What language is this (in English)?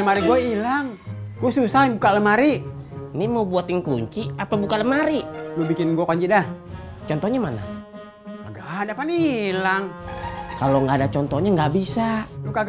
Betawi